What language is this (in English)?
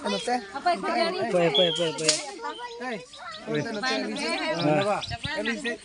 Santali